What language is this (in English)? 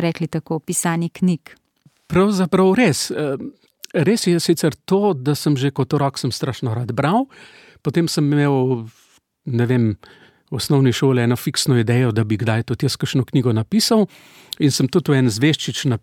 Slovenian